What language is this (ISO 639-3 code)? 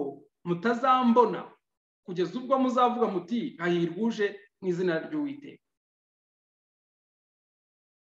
kin